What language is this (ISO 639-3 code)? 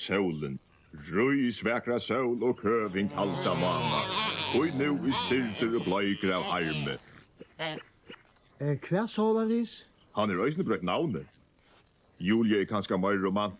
fao